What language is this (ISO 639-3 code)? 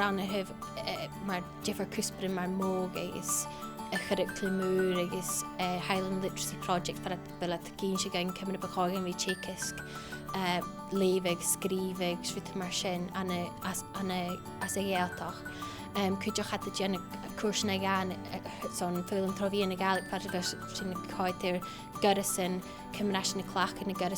gla